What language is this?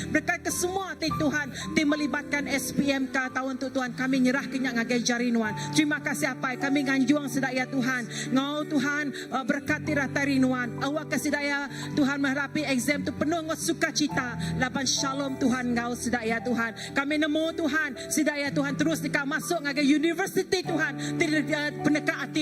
Iban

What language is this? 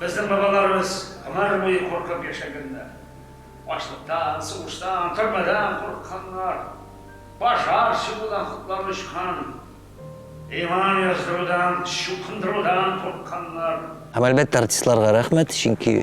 Tatar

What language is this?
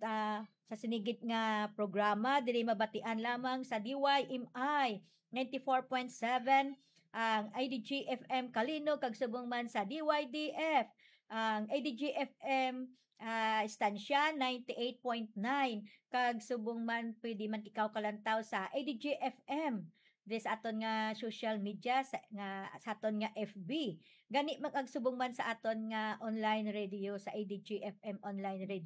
Hiligaynon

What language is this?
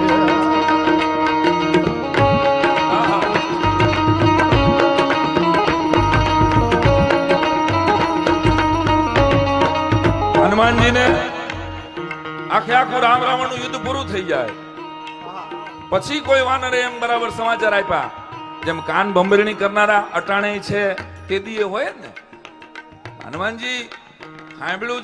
Gujarati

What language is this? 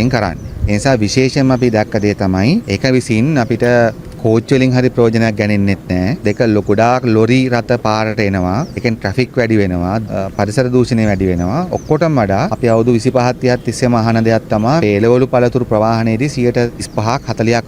Sinhala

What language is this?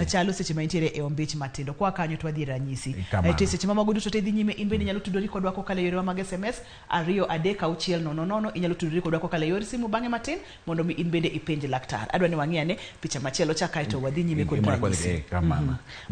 Luo (Kenya and Tanzania)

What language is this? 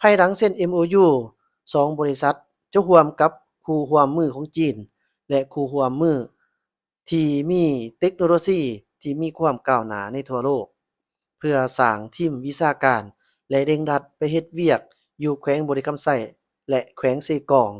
Lao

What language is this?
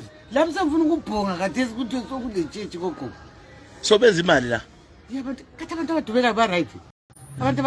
North Ndebele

